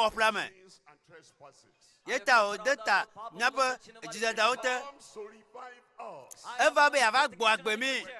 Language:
Ewe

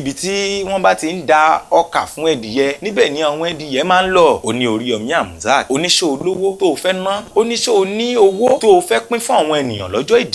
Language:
Yoruba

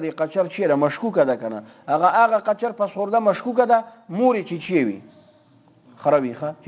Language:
Pashto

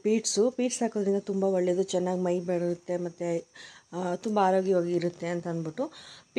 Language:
Kannada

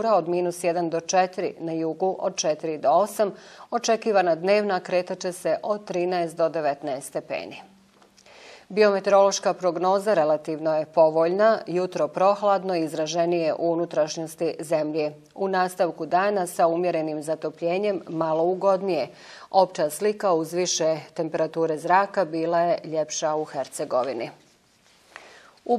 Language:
Bosnian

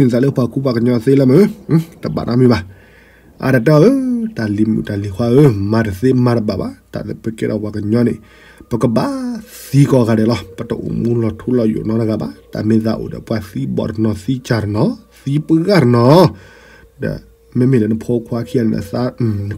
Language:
S'gaw Karen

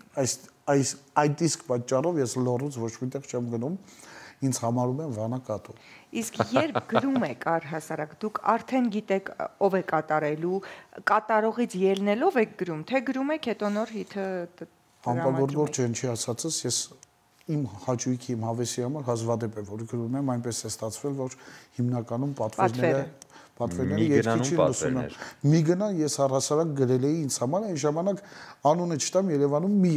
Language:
Armenian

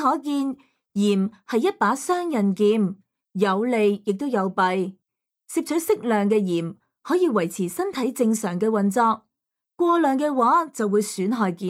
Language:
Cantonese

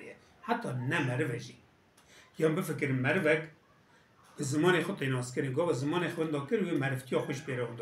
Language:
Kurdish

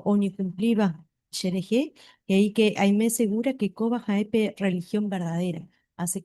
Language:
Guarani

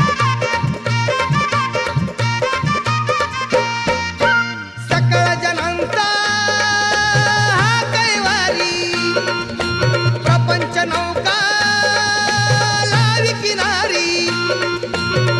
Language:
Marathi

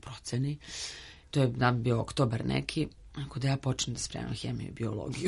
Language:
Serbian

